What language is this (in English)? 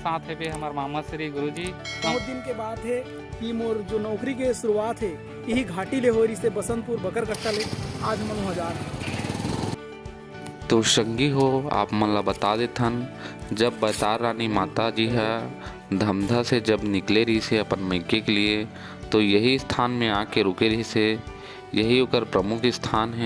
Chhattisgarhi